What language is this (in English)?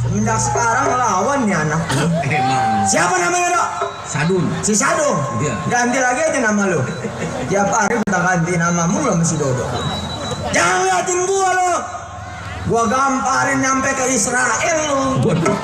Betawi